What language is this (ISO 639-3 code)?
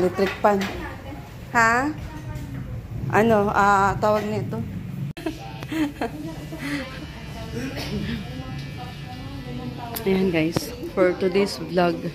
fil